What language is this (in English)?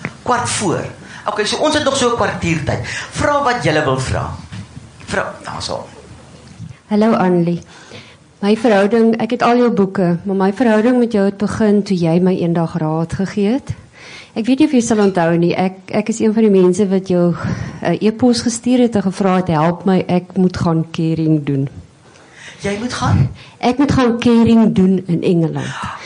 Afrikaans